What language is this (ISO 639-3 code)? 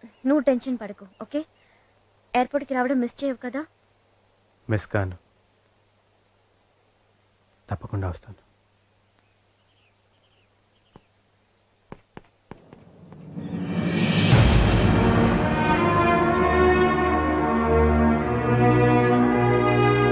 tel